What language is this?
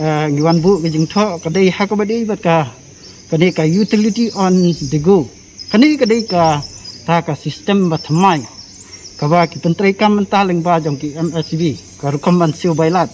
Khasi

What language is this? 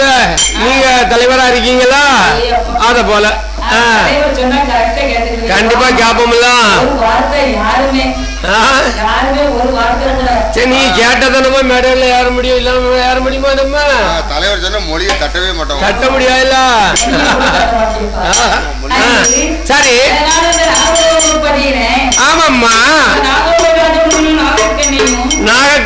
Tamil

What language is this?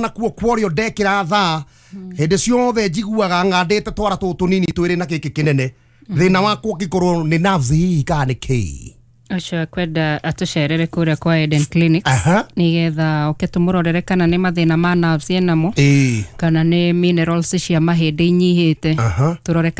Kikuyu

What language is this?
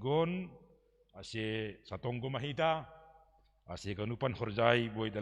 Batak Simalungun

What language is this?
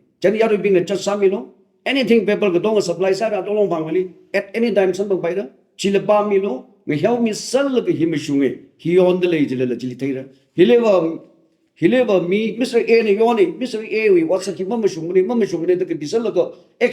Tangkhul Naga (India)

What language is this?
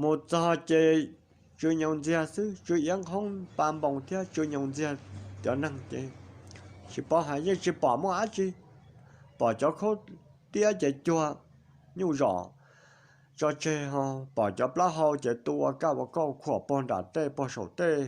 Hmong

